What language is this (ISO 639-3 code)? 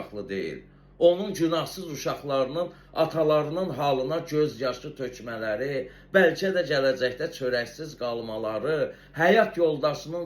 aze